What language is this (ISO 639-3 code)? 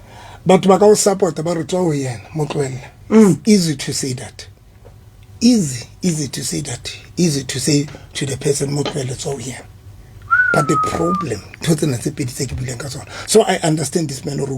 sot